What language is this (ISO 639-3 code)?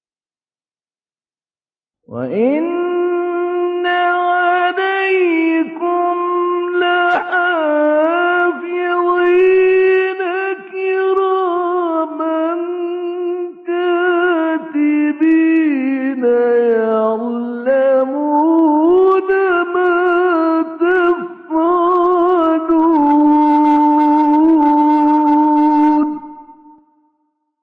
ara